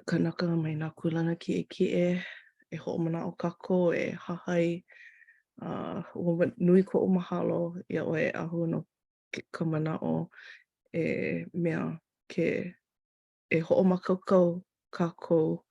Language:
Hawaiian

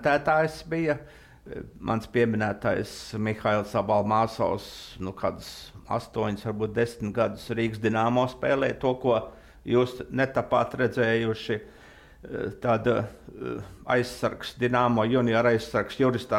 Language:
Latvian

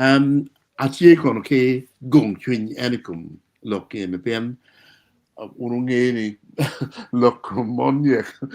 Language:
Acoli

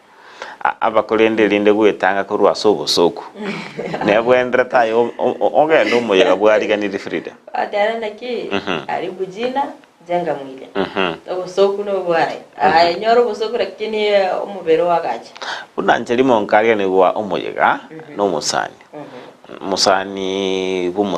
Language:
Gusii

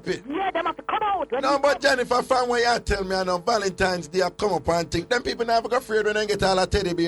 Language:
Jamaican Creole English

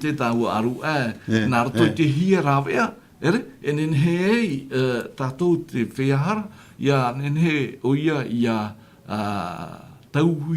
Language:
Tahitian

